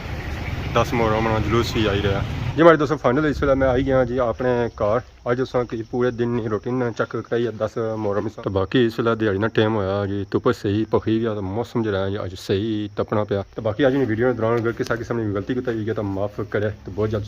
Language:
Pahari-Potwari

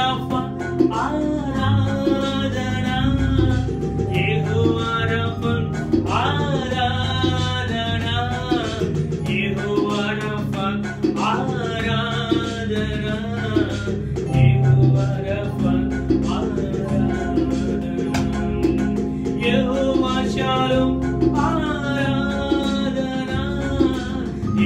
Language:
Telugu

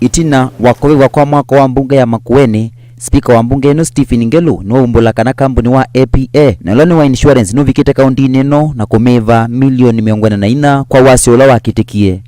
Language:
Kamba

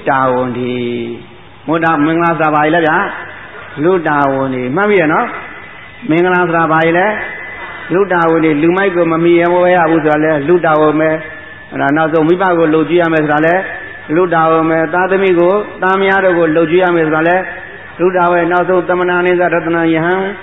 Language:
Burmese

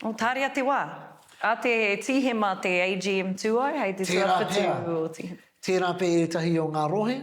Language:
Māori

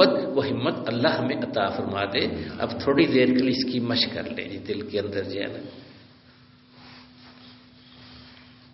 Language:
Urdu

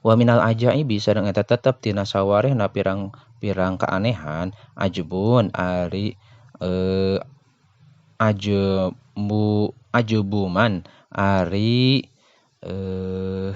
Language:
Sundanese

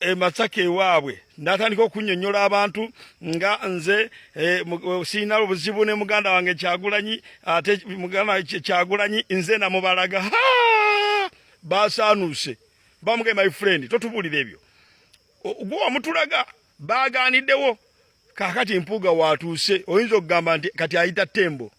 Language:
Ganda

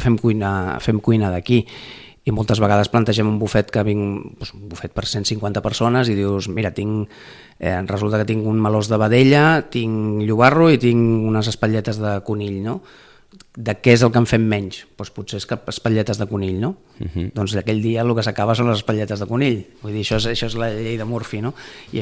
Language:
Catalan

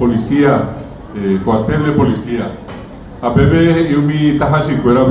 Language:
Guarani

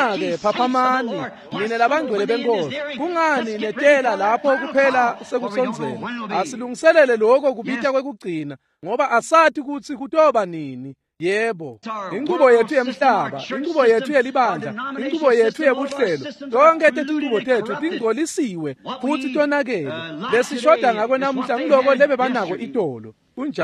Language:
Swati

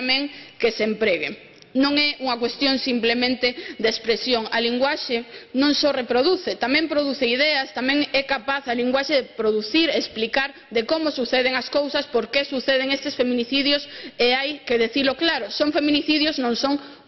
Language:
Galician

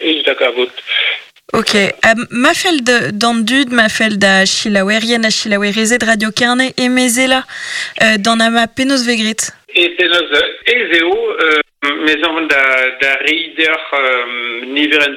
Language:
Breton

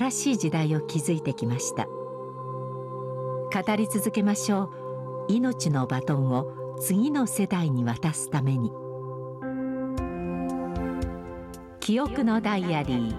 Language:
Japanese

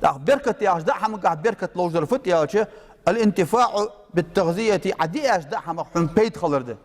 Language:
Ingush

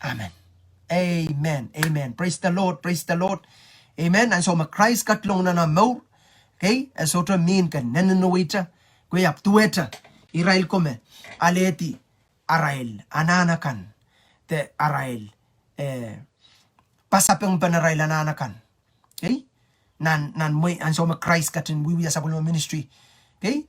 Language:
Pohnpeian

